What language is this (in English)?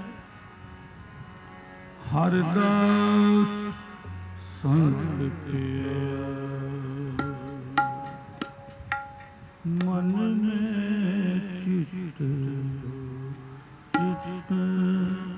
Punjabi